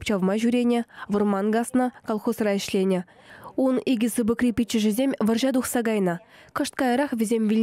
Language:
Chuvash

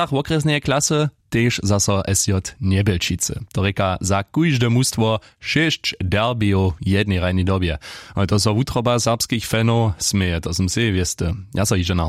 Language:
Upper Sorbian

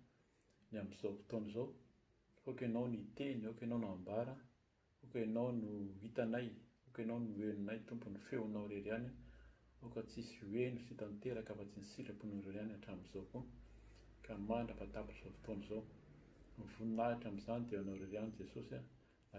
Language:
Malagasy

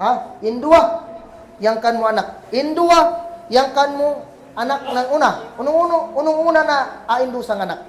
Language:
Kagan Kalagan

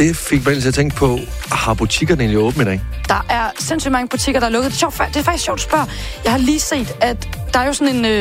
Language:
Danish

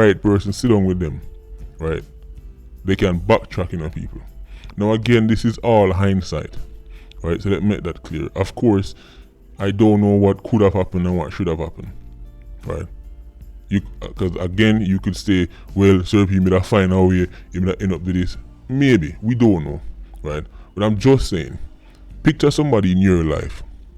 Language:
Jamaican Creole English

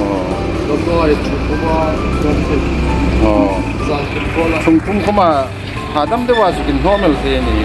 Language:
Hmar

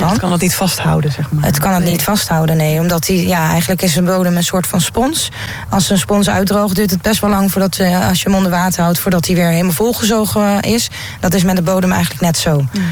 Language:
Dutch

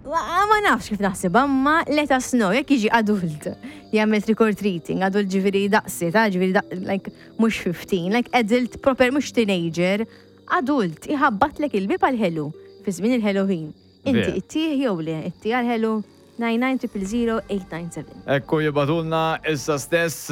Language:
Maltese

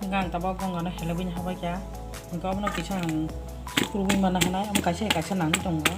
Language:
Kok Borok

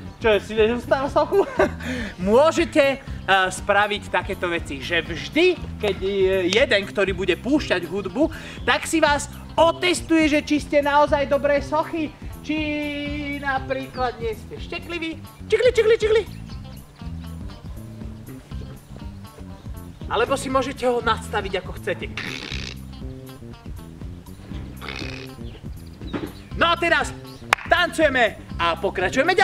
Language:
Slovak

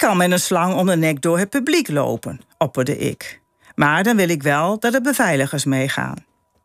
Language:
Dutch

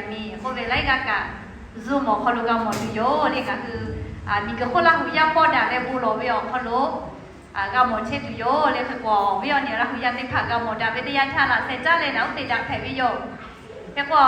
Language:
Lahu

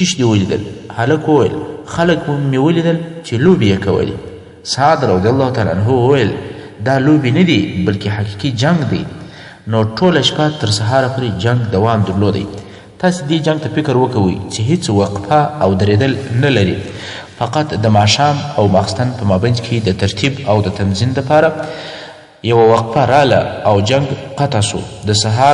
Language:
Pashto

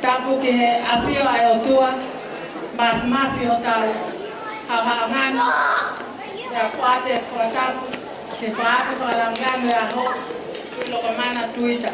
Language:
Tongan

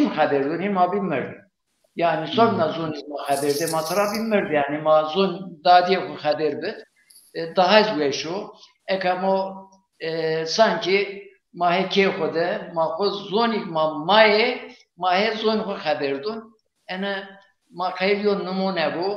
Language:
Zaza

